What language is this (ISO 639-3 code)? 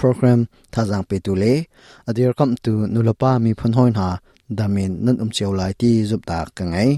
cnh